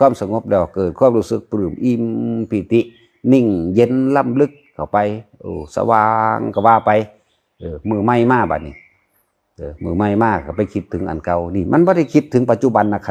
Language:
Lao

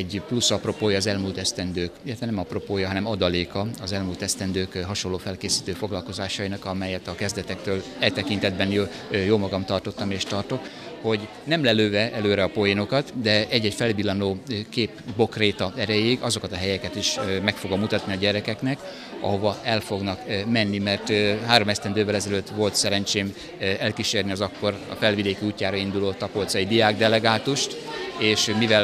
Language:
Hungarian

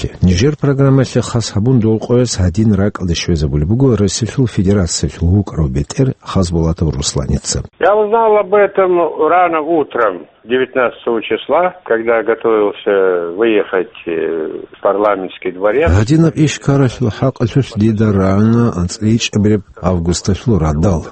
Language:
Avaric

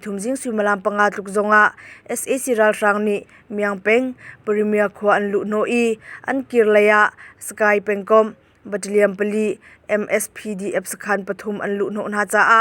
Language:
Hakha Chin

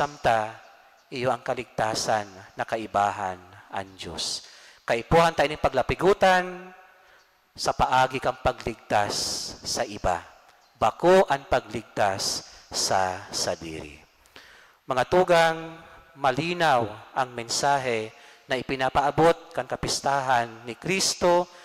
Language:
Bikol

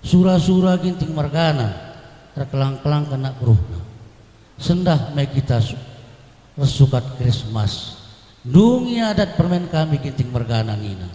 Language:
Batak Karo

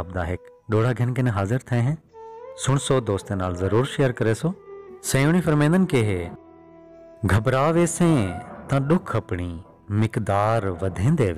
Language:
Saraiki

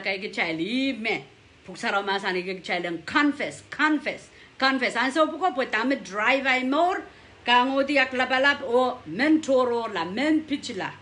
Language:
Pohnpeian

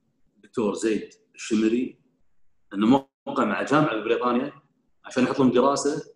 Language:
Gulf Arabic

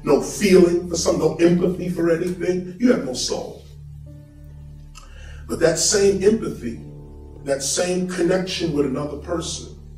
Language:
English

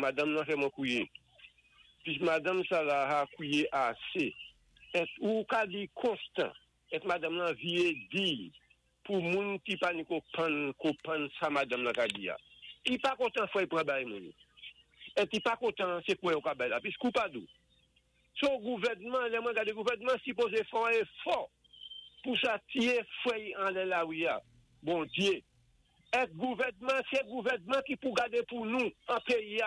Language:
Saint Lucian Creole French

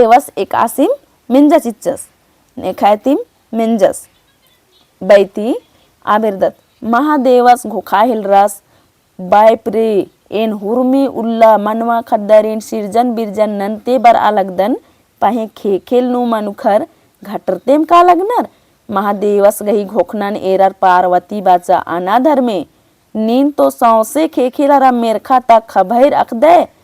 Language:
Kurukh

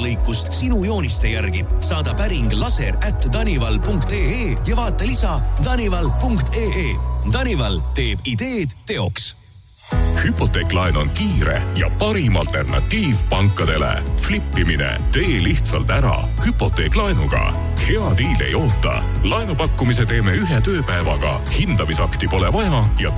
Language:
Estonian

